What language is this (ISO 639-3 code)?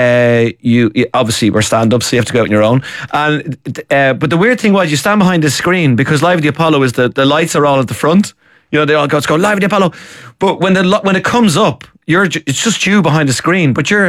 eng